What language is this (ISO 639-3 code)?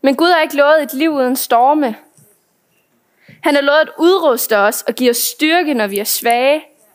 dan